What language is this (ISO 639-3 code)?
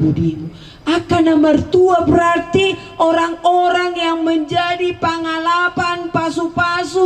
bbc